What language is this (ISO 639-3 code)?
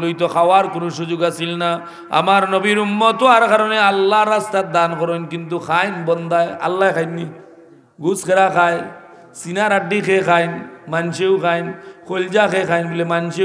syl